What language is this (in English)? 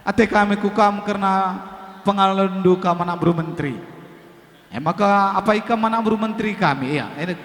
Batak Karo